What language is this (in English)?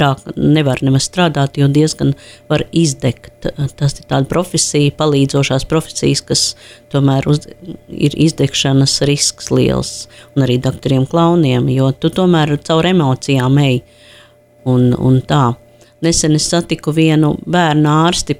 Latvian